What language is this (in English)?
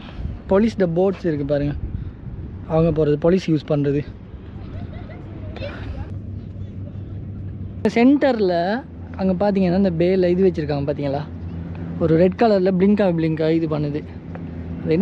Tamil